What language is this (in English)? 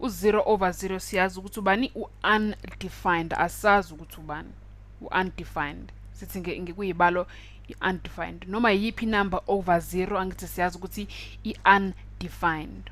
Zulu